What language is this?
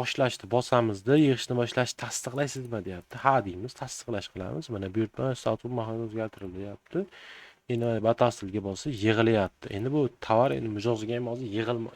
Uzbek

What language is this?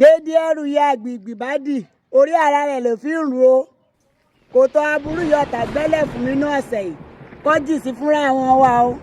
Yoruba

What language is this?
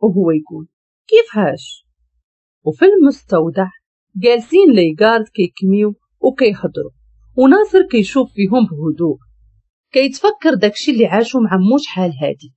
Moroccan Arabic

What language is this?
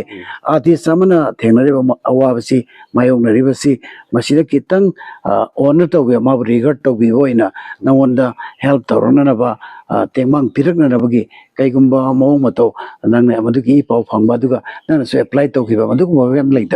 Manipuri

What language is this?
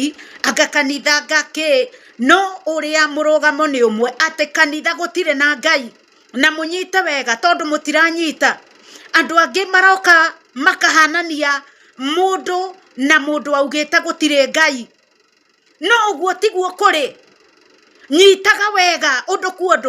Kikuyu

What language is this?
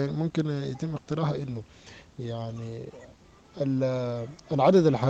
Sudanese Arabic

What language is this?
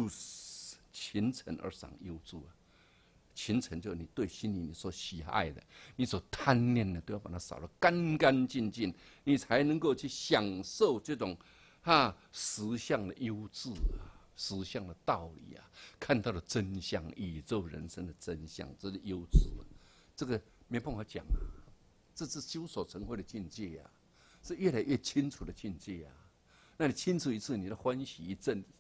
Chinese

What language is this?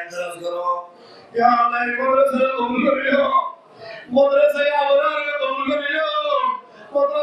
Rohingya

